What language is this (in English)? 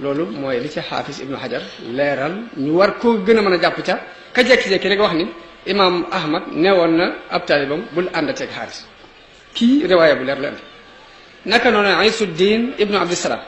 Wolof